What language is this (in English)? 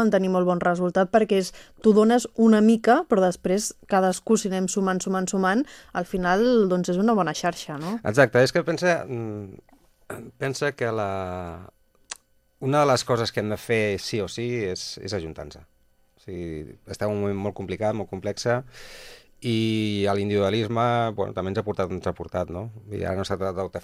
Catalan